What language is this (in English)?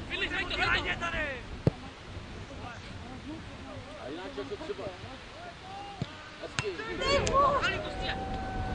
Czech